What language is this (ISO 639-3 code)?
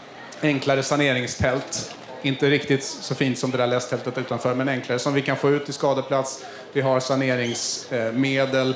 swe